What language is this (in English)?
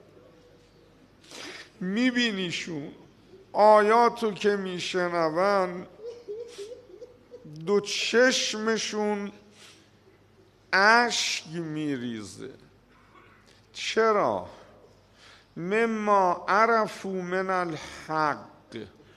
Persian